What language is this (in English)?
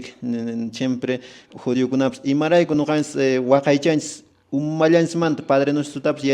Quechua